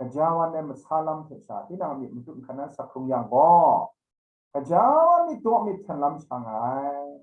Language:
Kachin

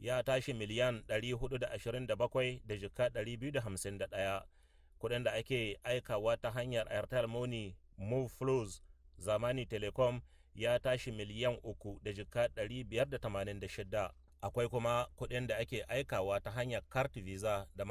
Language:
Hausa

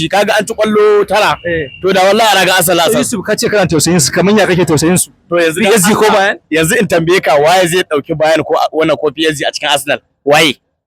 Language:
Hausa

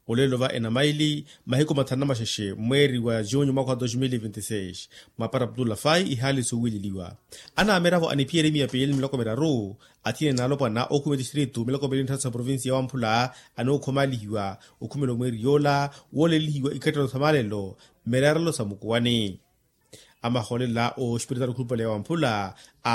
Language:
Makhuwa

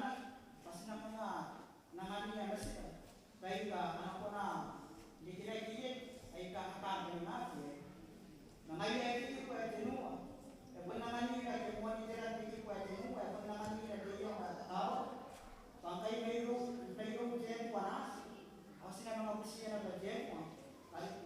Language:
Gilbertese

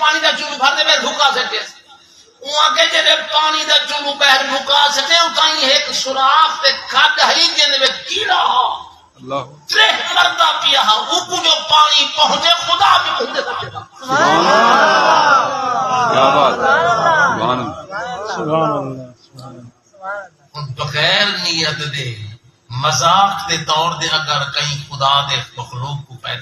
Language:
Saraiki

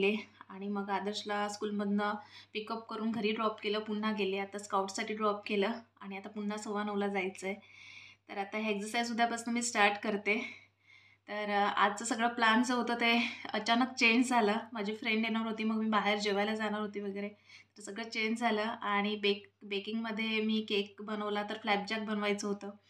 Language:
Marathi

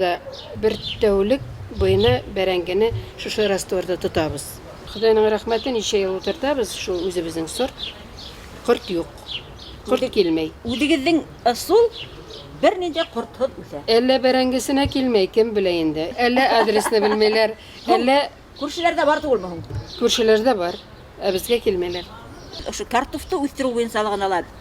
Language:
Bashkir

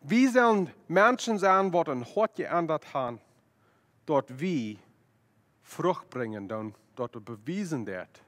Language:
Plautdietsch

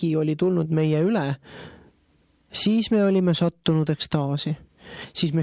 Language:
Estonian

